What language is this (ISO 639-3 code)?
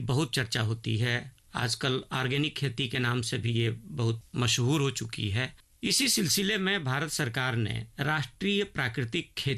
hin